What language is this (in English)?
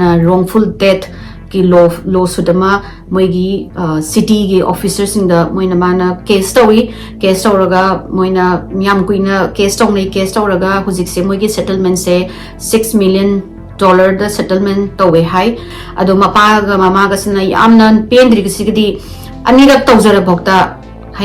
Manipuri